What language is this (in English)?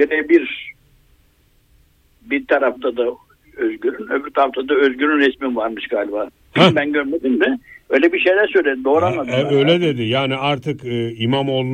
Turkish